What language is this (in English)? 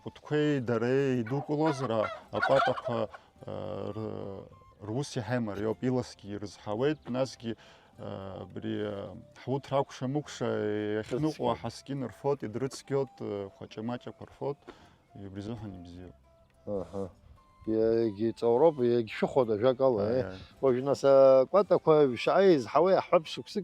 Abkhazian